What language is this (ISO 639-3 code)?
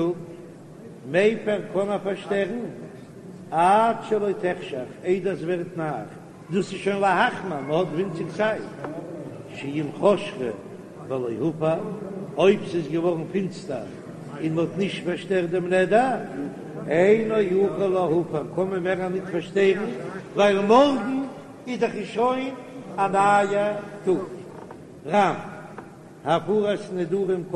yid